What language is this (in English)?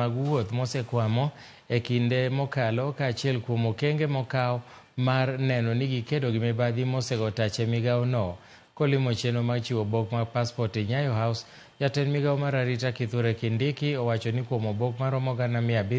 Luo (Kenya and Tanzania)